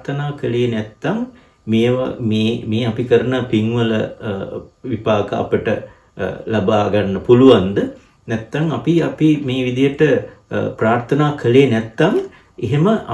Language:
Sinhala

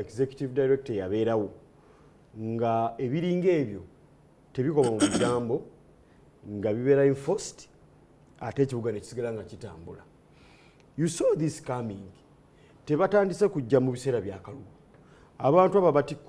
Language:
Ganda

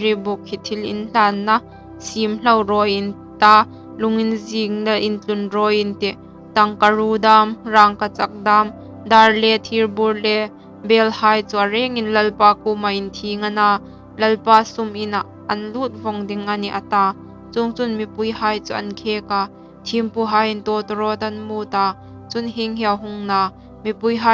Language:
Hmar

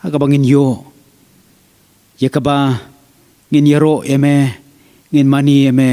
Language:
Khasi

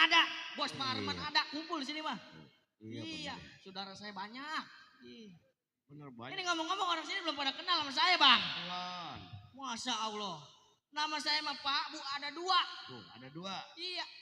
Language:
Betawi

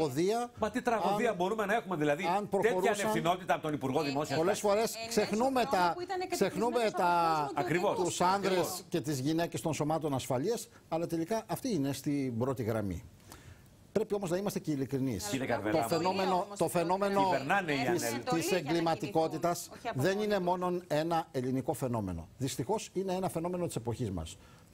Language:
Greek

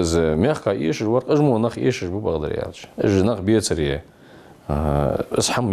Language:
Ingush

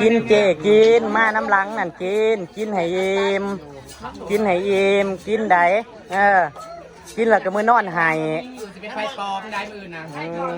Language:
Northeastern Thai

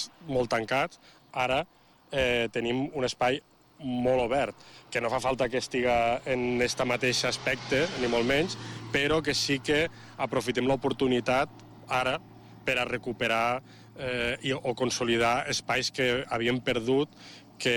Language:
Catalan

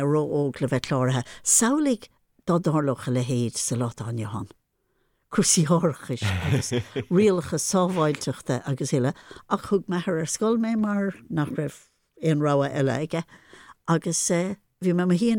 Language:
Irish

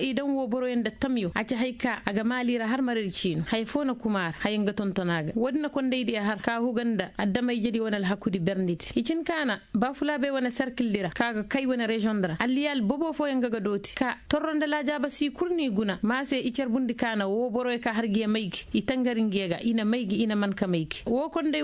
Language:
Koyraboro Senni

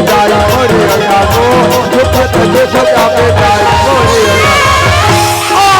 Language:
Chhattisgarhi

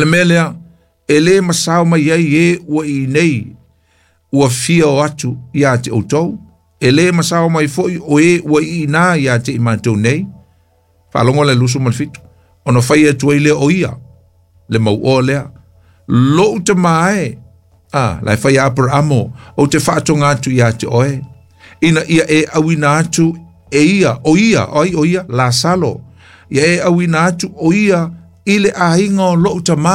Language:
Samoan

